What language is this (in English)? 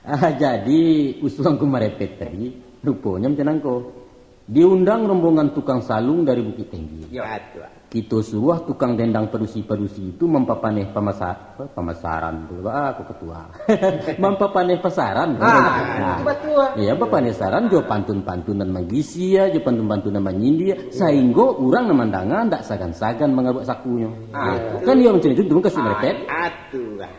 Minangkabau